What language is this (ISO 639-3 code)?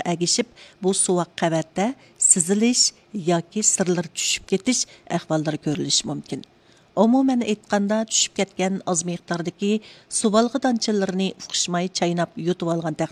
uig